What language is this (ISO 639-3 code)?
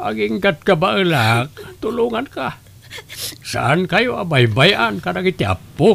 ilo